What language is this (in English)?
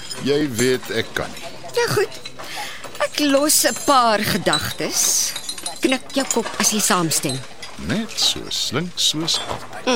Afrikaans